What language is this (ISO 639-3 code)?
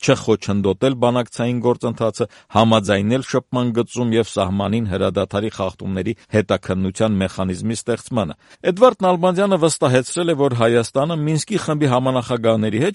hye